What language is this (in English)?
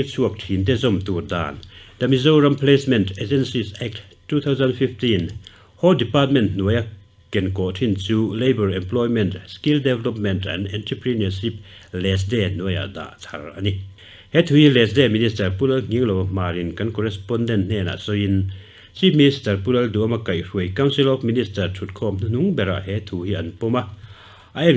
Mizo